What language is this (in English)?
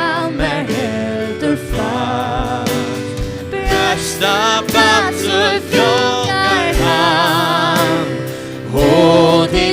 Faroese